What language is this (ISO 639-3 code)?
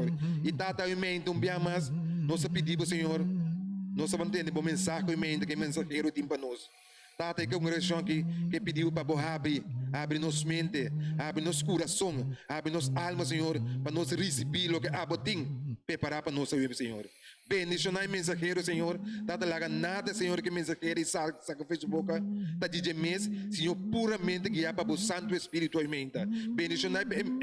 pap